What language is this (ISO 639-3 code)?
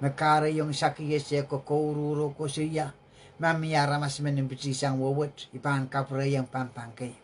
pon